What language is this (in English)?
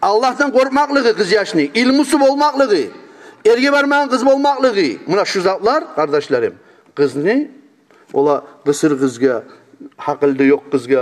Kumyk